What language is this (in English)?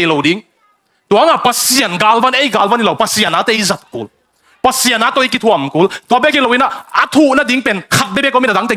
Tedim Chin